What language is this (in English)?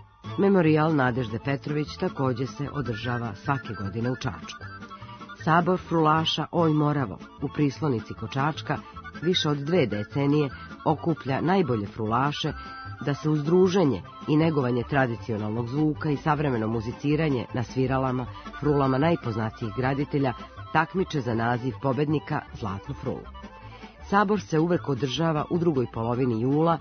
Serbian